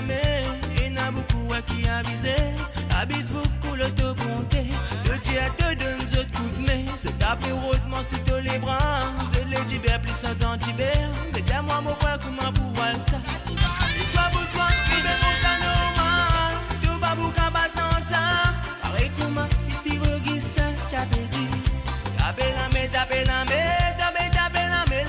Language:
Morisyen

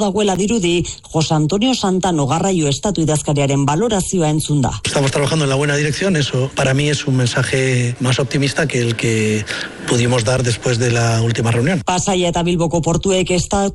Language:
Basque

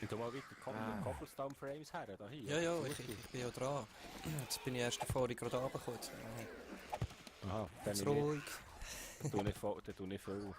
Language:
Swiss German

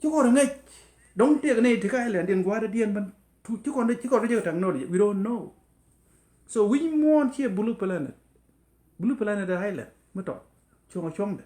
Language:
Nuer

